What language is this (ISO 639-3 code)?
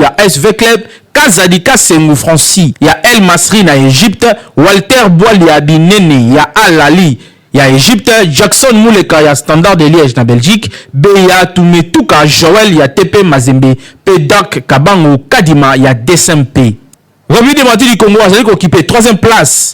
lin